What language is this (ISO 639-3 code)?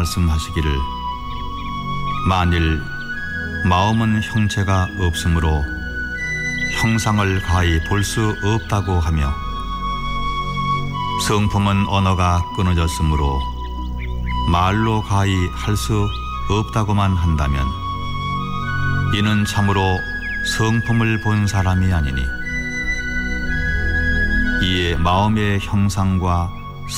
kor